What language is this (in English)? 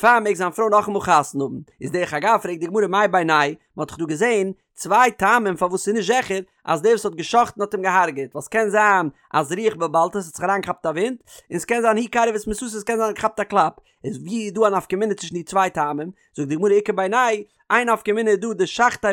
Yiddish